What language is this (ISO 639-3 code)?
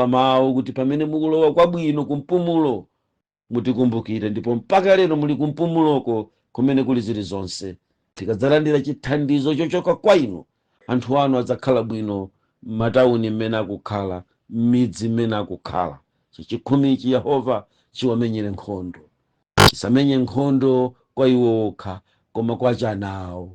nya